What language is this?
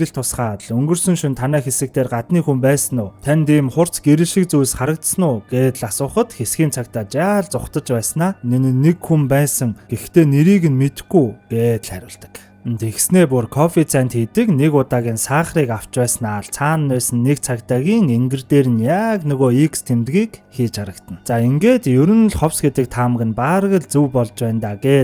Mongolian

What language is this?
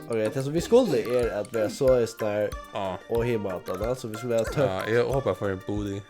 Faroese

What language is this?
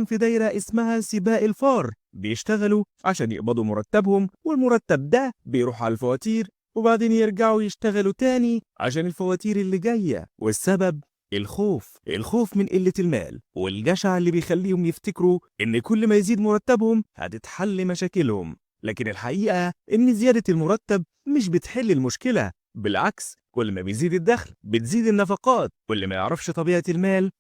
Egyptian Arabic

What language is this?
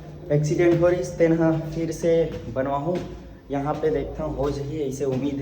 Chhattisgarhi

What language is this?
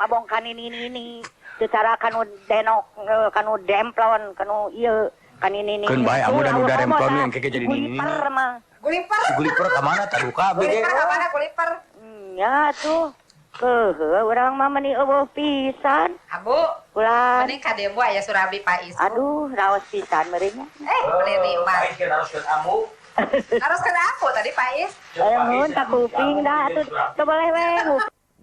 Sundanese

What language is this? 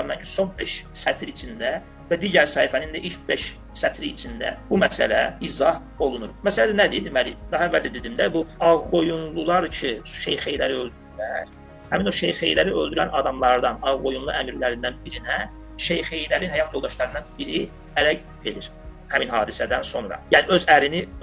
Azerbaijani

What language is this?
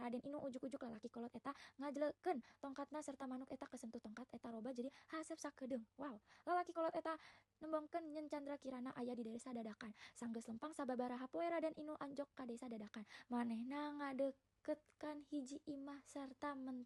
Sundanese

